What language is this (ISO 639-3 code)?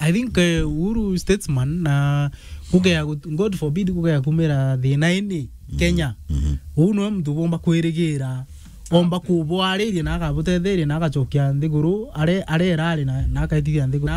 mer